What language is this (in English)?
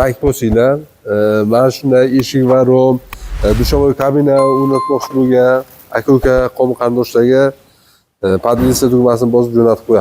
Uzbek